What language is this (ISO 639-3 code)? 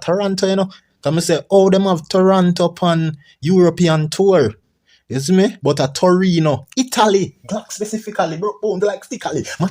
jam